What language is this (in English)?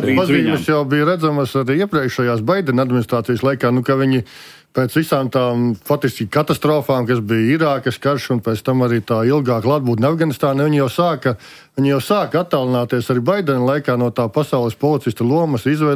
Latvian